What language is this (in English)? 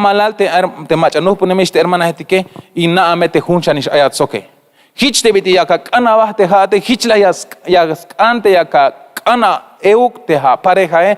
Tzeltal